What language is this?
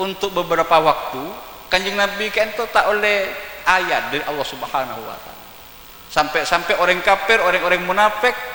Madurese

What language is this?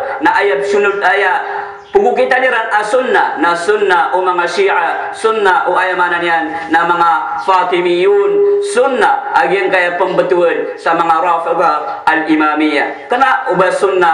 Maranao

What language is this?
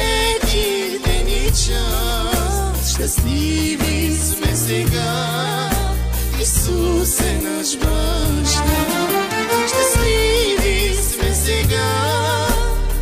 Bulgarian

